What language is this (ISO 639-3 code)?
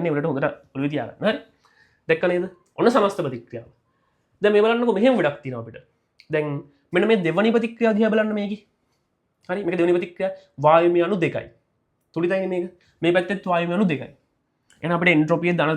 sin